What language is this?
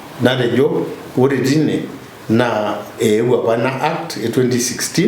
Masai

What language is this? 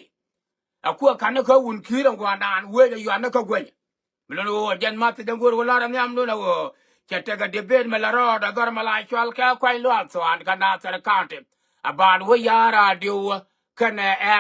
Nuer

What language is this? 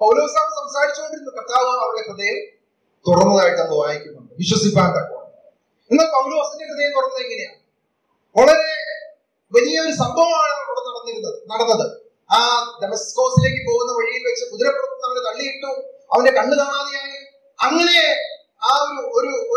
Malayalam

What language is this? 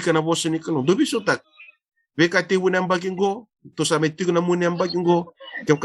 Fijian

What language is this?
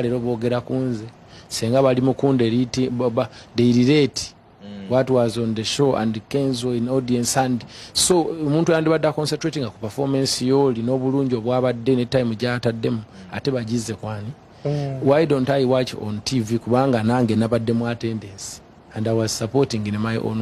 Ganda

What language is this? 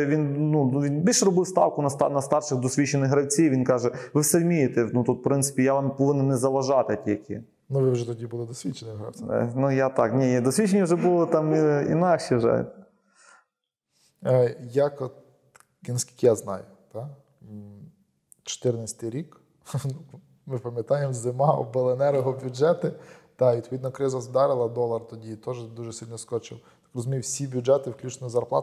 Ukrainian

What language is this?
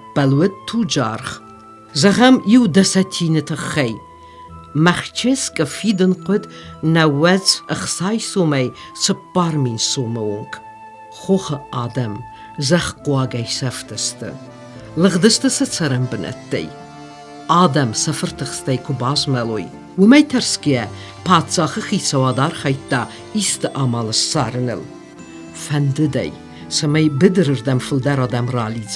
Ossetic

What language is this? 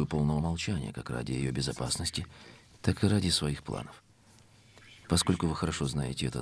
Russian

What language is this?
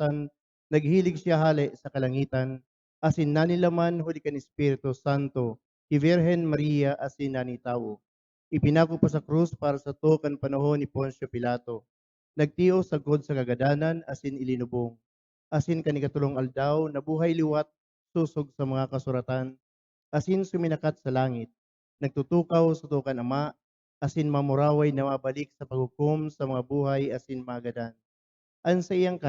Bikol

